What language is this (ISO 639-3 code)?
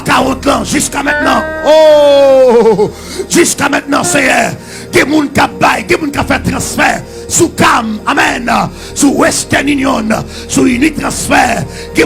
hat